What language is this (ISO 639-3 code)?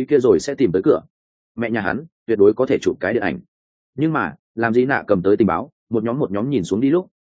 vie